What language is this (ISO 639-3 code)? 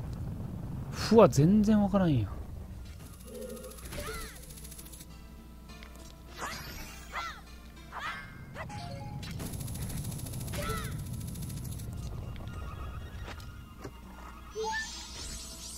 jpn